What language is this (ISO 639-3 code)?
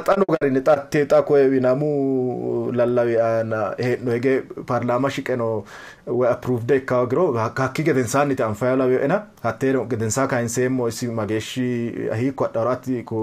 sid